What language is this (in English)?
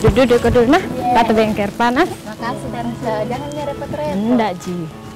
Makassar Malay